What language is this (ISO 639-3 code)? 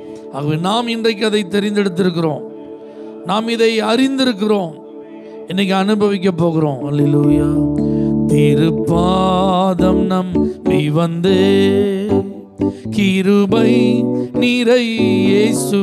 tam